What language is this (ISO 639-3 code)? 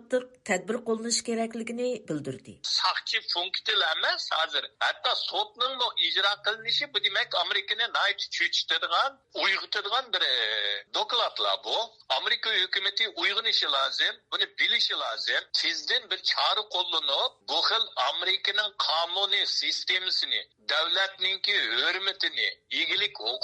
uig